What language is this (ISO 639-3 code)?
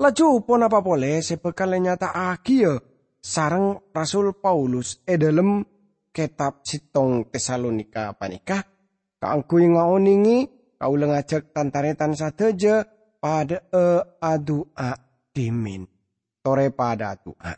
mad